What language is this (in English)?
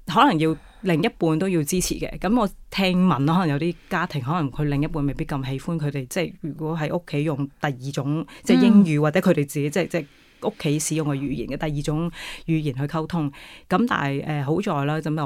Cantonese